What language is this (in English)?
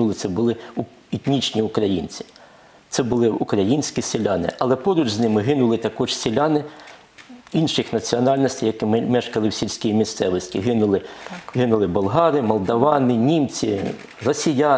Ukrainian